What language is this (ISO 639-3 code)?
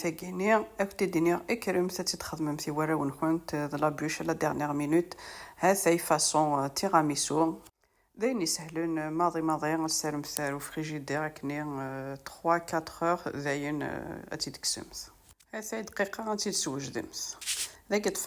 kab